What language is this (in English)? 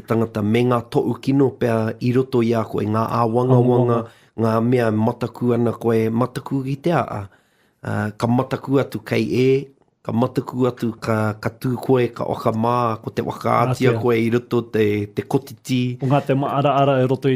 Māori